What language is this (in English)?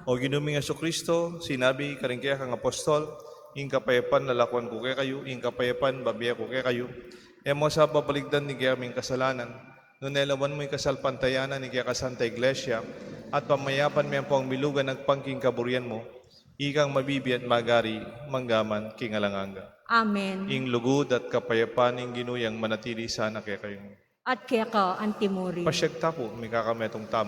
Pampanga